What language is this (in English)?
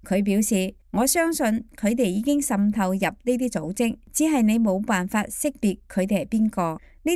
Cantonese